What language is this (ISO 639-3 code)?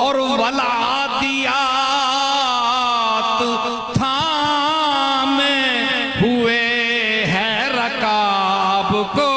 skr